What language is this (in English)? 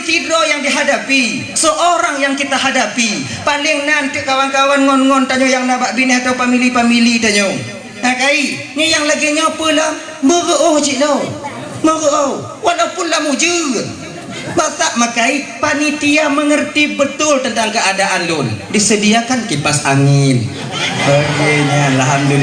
Achinese